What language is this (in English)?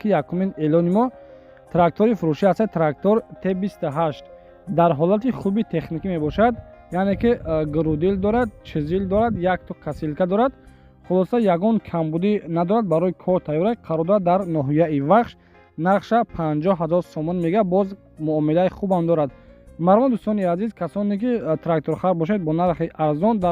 Tajik